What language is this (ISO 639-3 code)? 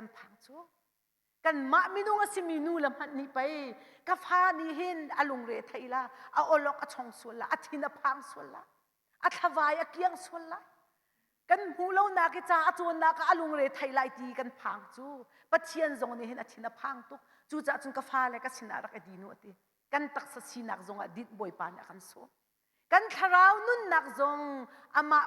cnh